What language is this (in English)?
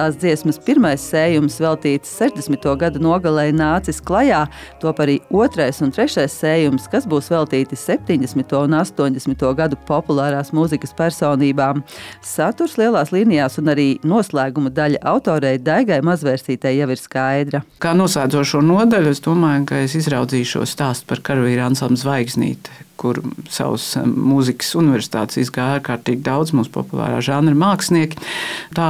Latvian